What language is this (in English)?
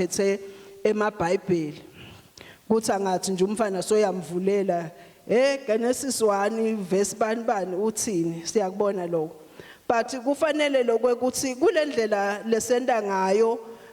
Swati